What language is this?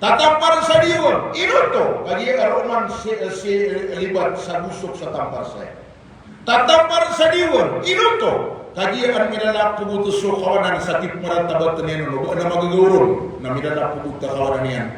Maranao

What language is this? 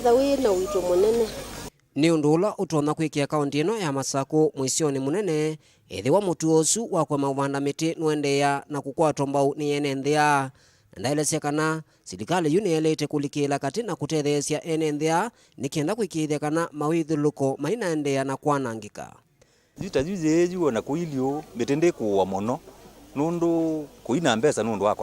Kamba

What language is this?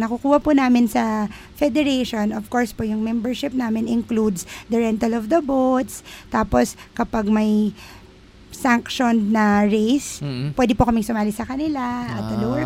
Filipino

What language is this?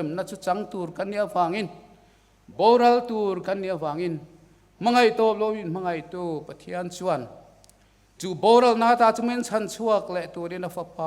Mizo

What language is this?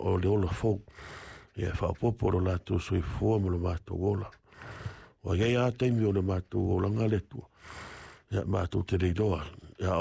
Samoan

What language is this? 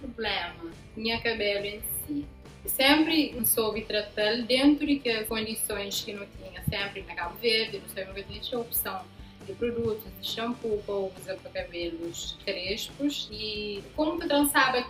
Kabuverdianu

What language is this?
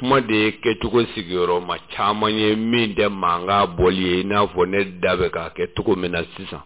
Bambara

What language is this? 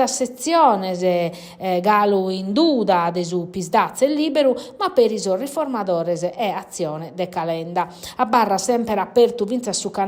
Sardinian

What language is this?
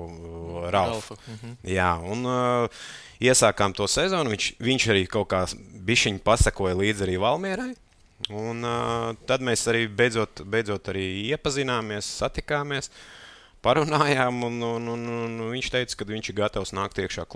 Latvian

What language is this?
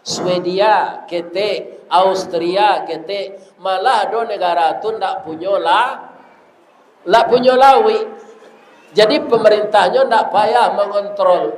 Minangkabau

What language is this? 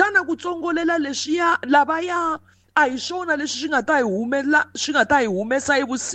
Tsonga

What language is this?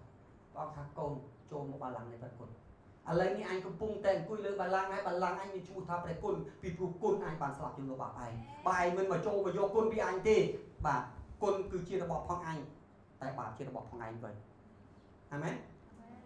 Khmer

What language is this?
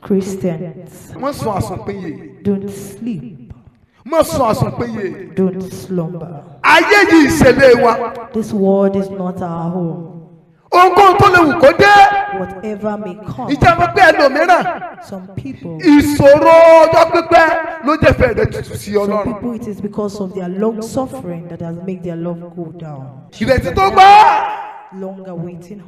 Yoruba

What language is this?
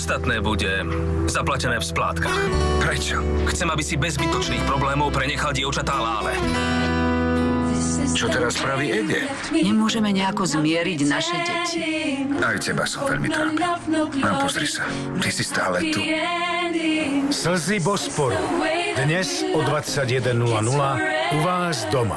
Slovak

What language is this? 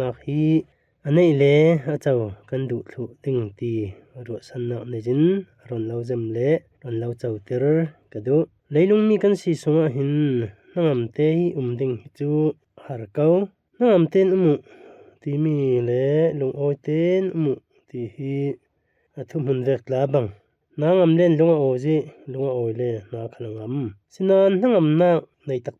Falam Chin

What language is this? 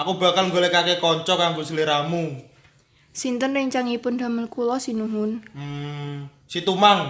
Javanese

